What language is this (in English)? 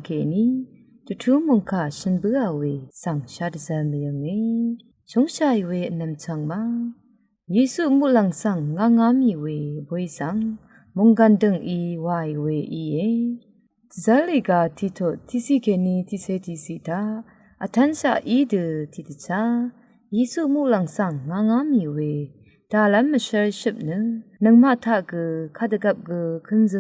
Rawang